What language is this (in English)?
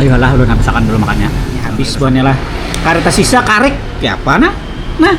Banjar